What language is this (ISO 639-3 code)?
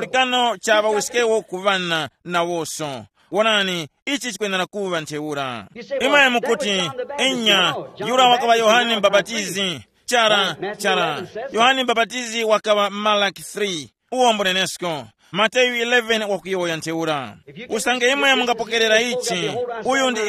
tum